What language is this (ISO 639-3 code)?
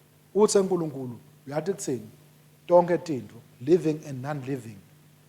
ssw